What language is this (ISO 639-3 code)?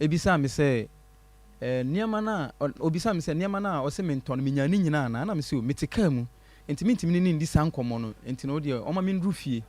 aka